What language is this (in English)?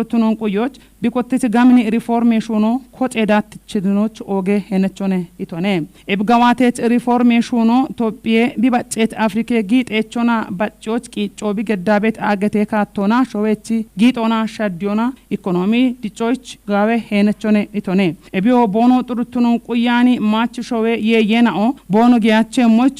Kafa